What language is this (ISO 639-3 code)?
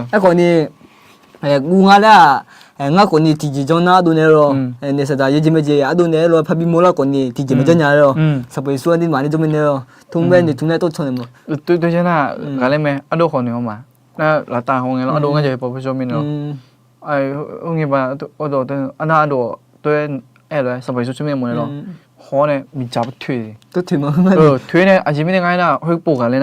ahk